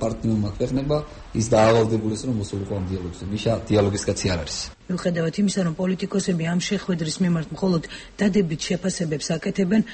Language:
Georgian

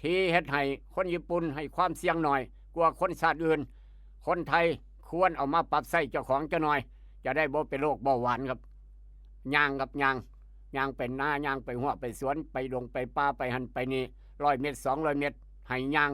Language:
Northeastern Thai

